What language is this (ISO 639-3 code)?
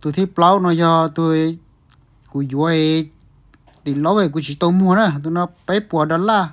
hmn